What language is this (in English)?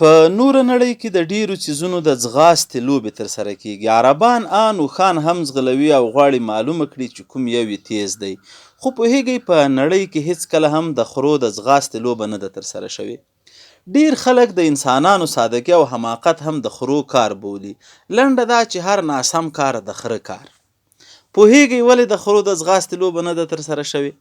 Pashto